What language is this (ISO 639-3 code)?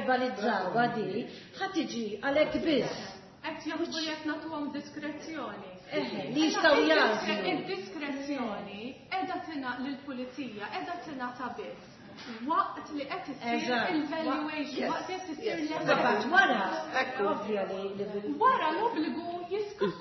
mlt